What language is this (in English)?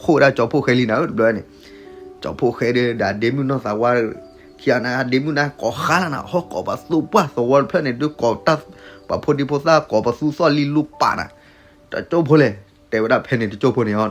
S'gaw Karen